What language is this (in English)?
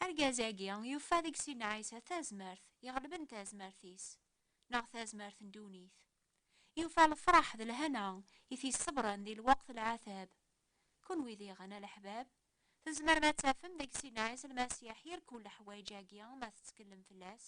Kabyle